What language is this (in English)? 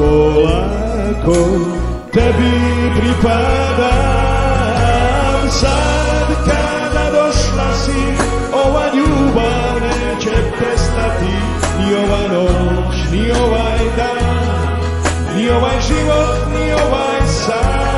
Serbian